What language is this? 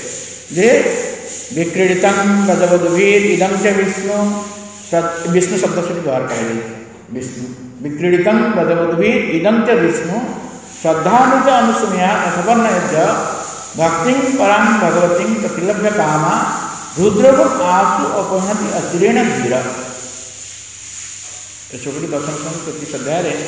Odia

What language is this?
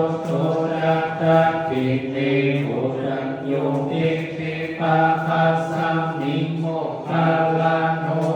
Pali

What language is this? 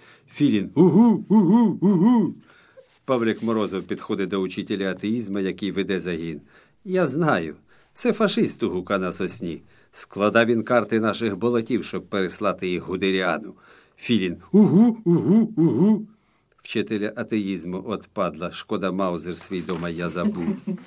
Ukrainian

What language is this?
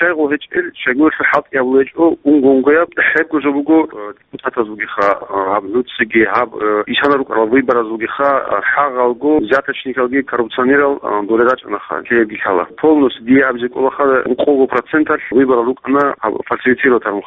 Avaric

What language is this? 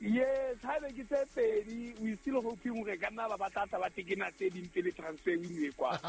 Southern Sotho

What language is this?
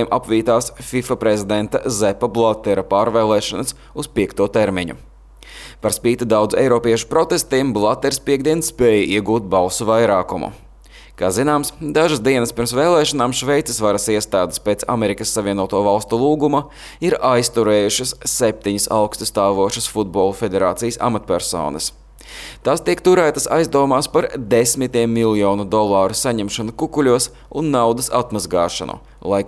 Latvian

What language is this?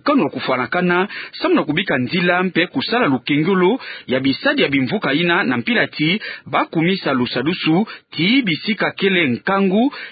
Kituba (Democratic Republic of Congo)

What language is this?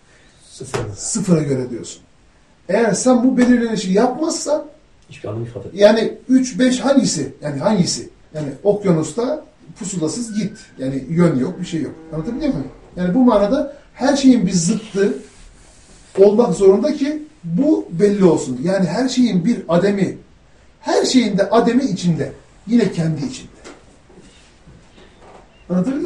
Turkish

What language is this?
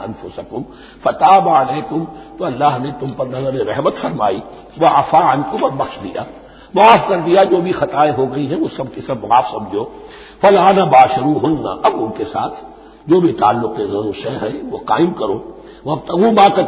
Urdu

